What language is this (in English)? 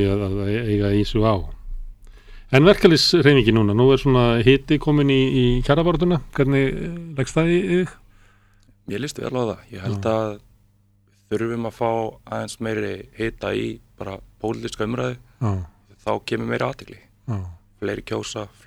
Icelandic